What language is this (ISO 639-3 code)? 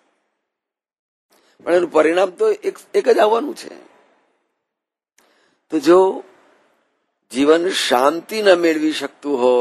guj